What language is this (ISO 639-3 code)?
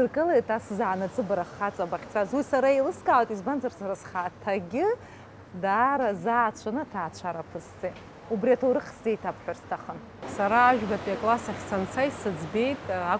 abk